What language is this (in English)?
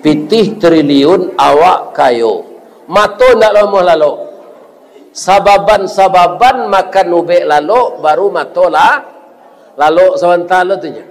Minangkabau